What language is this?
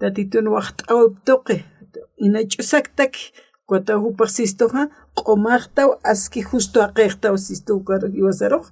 Aymara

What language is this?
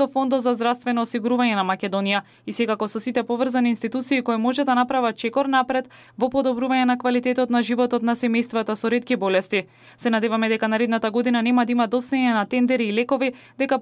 Macedonian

